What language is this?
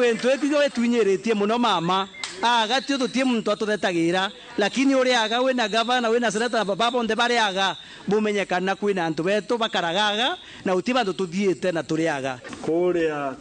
Kikuyu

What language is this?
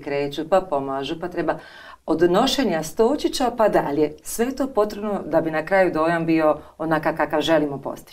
Croatian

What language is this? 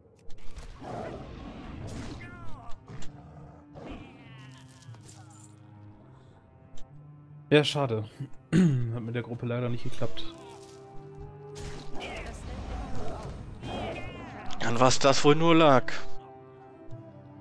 German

